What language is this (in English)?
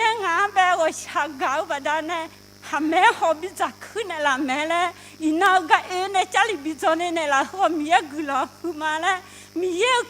Akha